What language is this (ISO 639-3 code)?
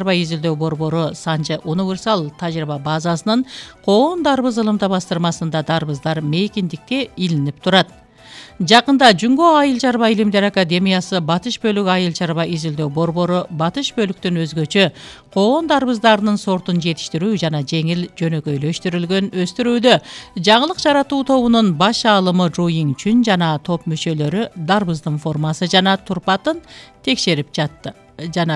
kir